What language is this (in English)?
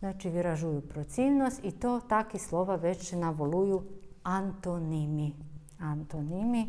Rusyn